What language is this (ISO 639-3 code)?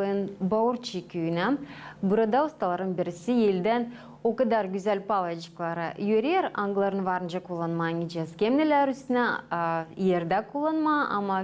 gag